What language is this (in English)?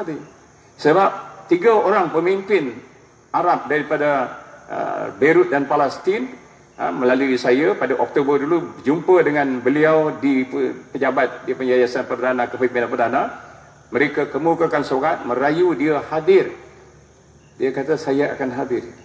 Malay